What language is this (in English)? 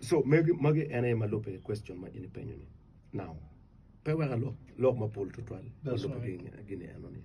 Acoli